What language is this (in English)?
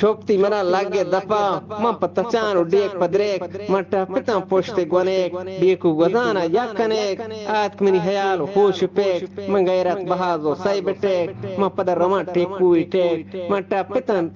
Eastern Balochi